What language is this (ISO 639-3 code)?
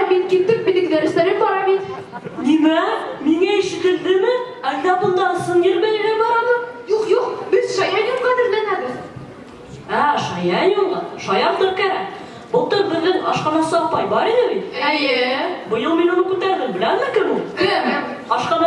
bak